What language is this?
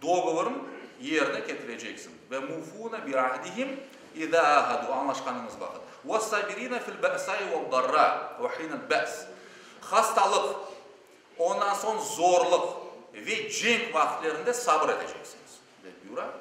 Crimean Tatar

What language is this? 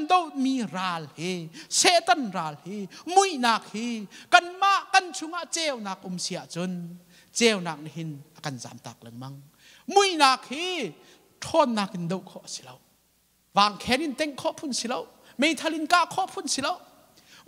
Hakha Chin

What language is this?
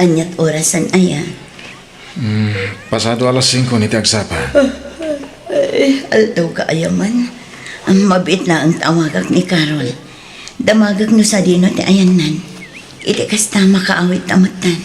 Iloko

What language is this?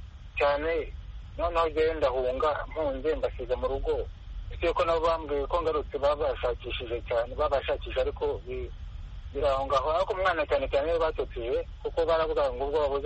Kinyarwanda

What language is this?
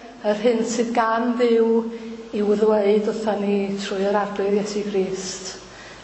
Welsh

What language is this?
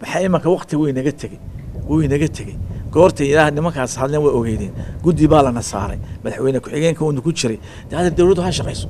Somali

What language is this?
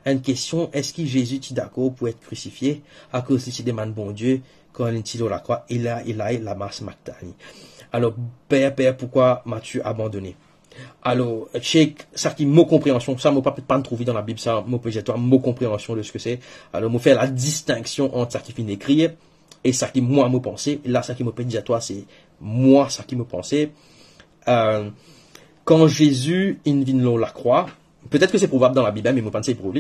Morisyen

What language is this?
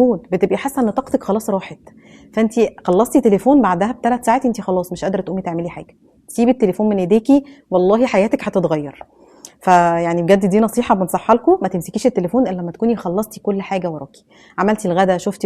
Egyptian Arabic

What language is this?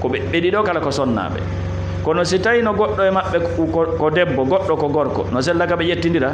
Fula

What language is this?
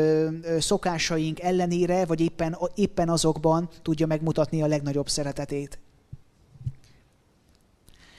Hungarian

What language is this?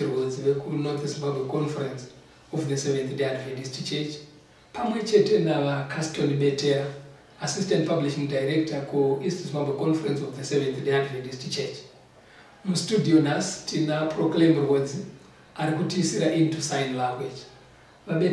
Shona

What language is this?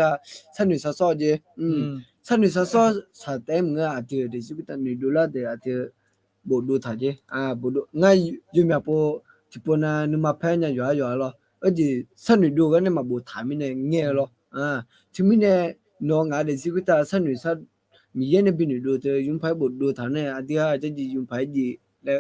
Akha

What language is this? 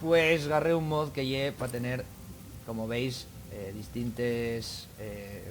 Asturian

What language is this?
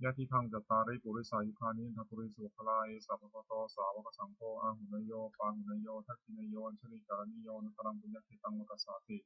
Pali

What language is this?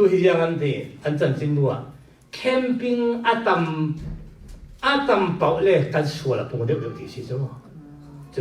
Falam Chin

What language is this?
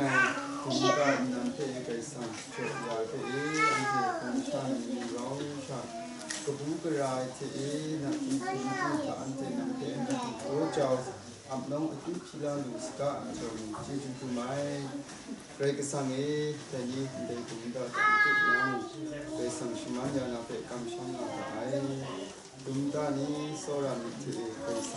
Kachin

